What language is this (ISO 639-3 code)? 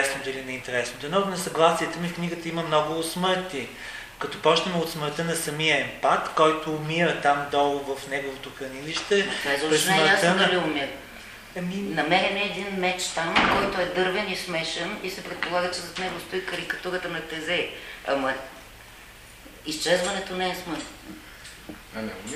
bul